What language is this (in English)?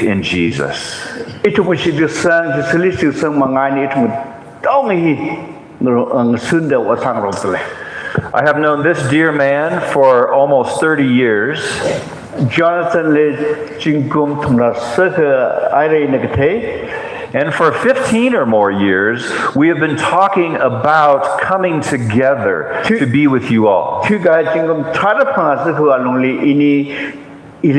Tangkhul Naga (India)